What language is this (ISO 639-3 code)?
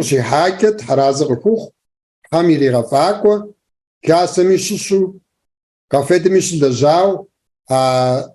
kbd